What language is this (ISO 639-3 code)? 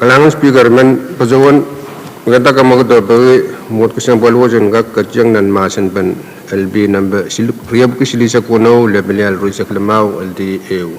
pon